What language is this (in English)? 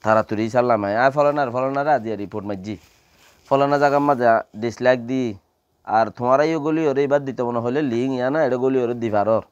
Rohingya